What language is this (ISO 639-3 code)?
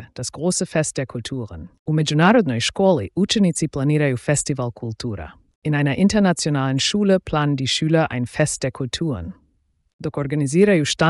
slv